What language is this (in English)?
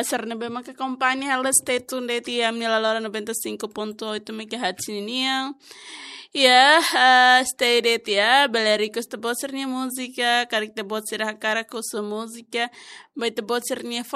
Tetum